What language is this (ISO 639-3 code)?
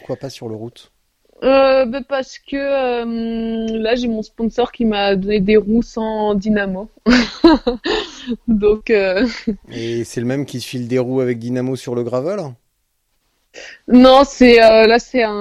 fra